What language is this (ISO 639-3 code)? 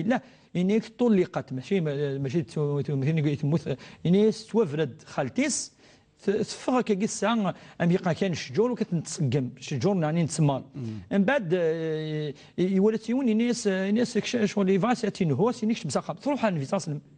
kab